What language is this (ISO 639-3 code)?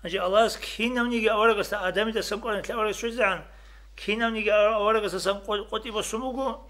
ava